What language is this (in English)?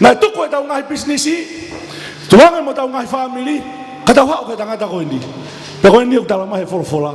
Tongan